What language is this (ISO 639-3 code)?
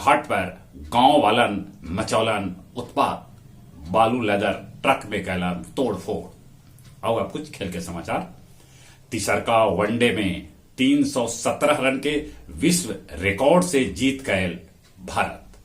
mag